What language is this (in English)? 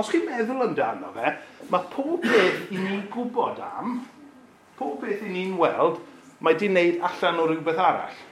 Welsh